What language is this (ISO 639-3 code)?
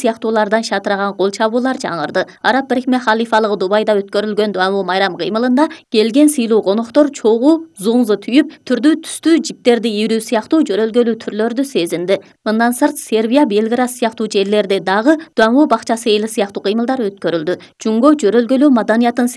kir